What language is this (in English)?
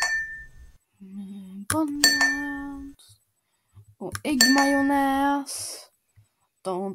Swedish